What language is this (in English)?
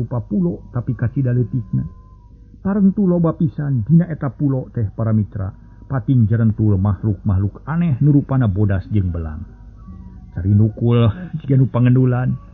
Sundanese